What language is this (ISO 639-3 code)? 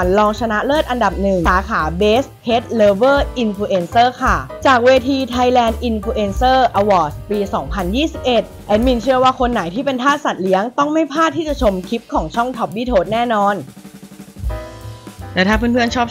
tha